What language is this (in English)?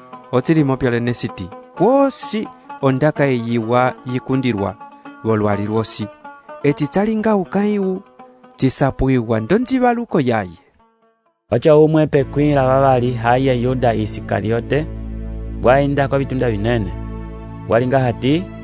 Umbundu